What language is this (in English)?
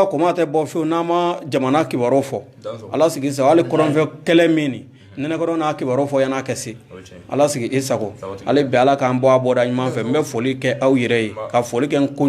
Bambara